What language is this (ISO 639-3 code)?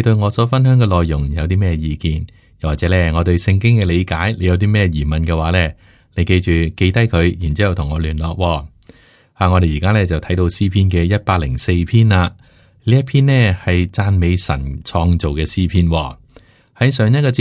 yue